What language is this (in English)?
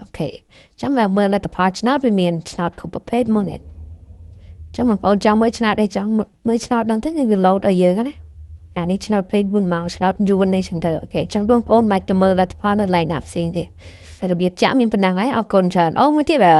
Khmer